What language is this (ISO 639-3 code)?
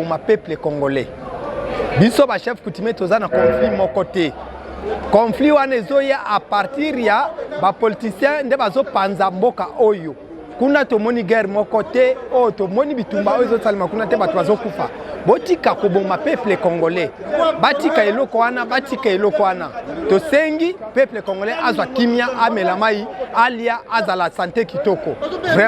lin